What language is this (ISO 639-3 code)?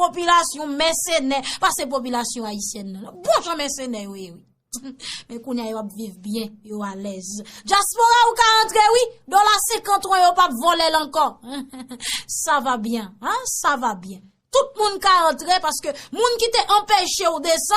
hat